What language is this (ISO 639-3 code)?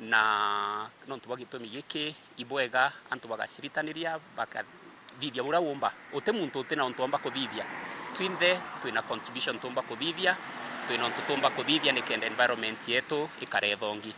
mer